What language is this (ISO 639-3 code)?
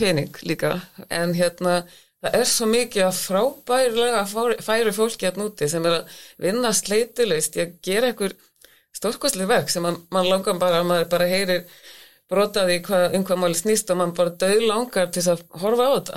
isl